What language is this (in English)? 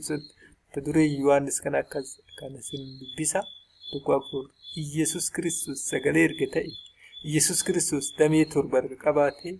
Oromo